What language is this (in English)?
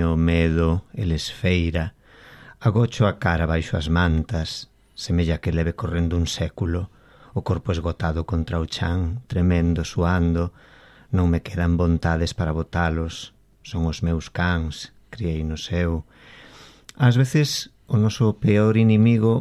Galician